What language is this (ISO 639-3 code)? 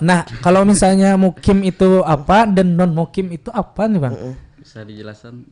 bjn